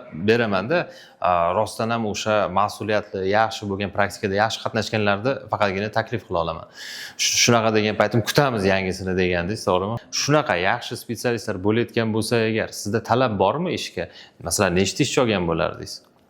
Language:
Uzbek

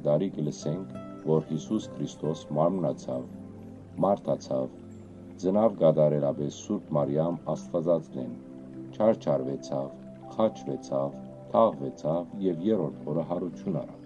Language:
Western Armenian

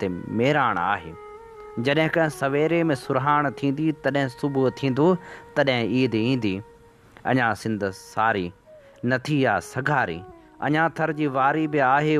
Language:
Sindhi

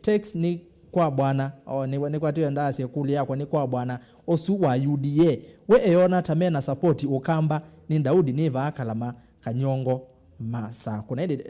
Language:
Kamba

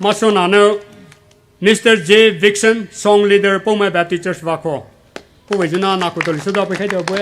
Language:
Poumei Naga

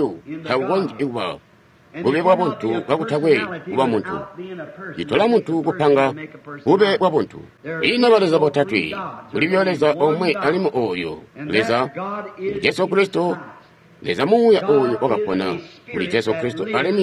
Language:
Tonga (Zambia)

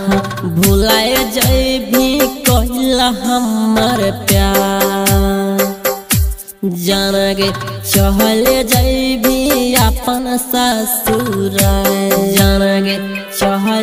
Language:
Magahi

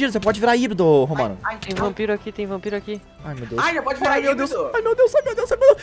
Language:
Portuguese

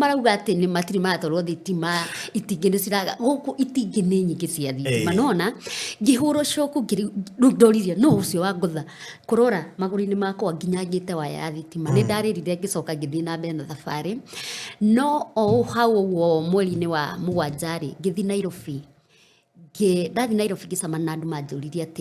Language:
Kikuyu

